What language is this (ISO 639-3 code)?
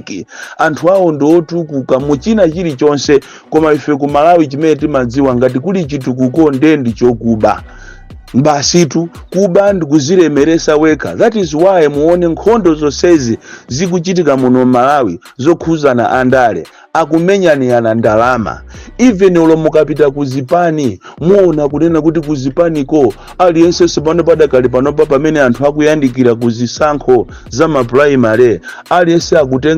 nya